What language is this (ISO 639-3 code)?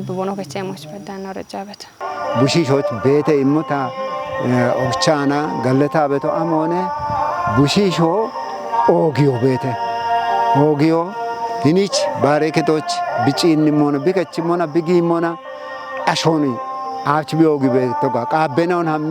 kbr